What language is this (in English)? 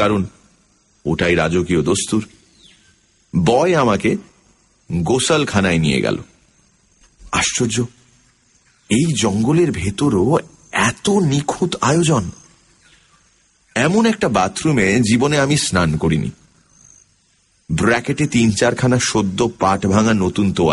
Bangla